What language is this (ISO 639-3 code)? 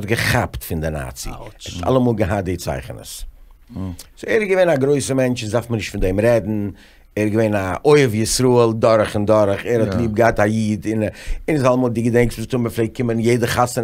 yid